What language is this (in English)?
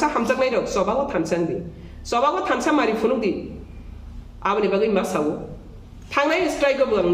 Kok Borok